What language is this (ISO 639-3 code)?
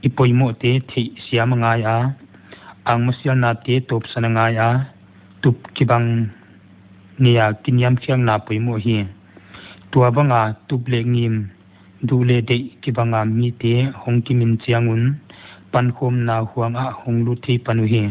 pck